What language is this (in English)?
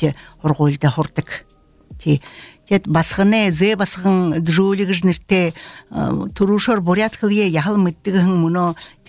Buriat